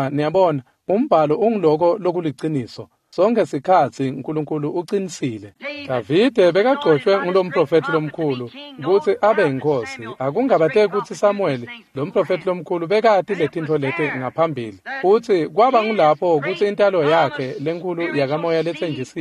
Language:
Swati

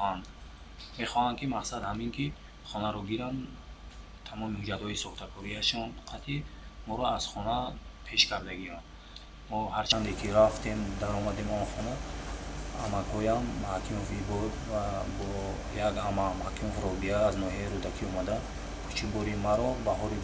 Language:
Tajik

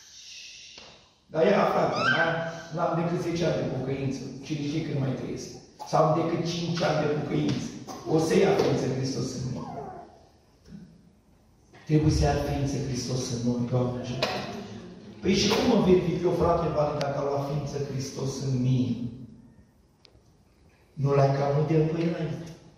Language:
Romanian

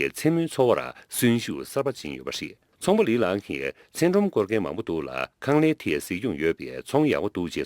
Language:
Tibetan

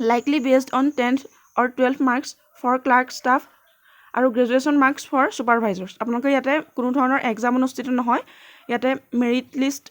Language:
Assamese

